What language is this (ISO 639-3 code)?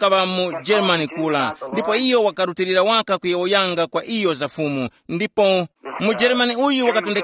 tum